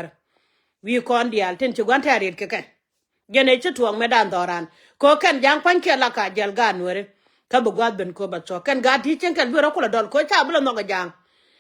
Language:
Nuer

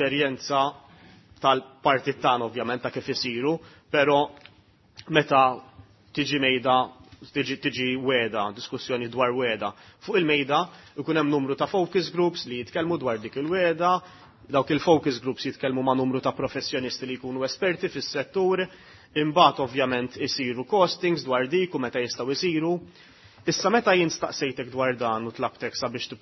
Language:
Maltese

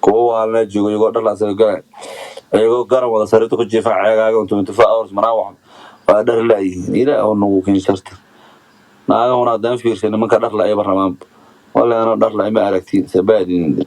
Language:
Somali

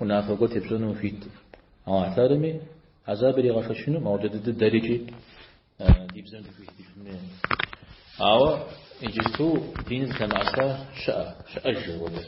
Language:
Kabardian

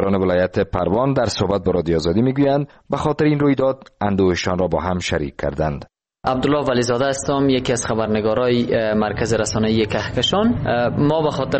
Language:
Persian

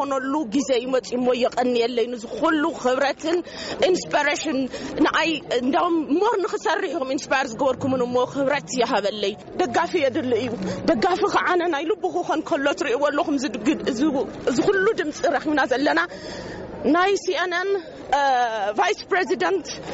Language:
Tigrinya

